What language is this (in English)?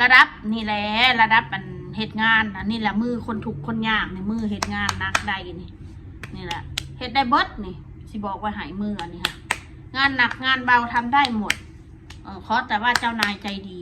Northeastern Thai